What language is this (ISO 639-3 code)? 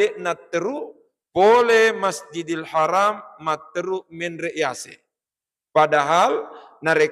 bug